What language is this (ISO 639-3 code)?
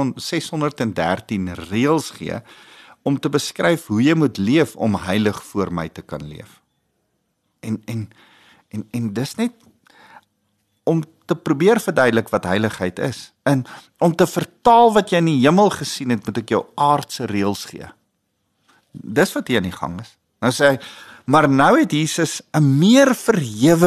afr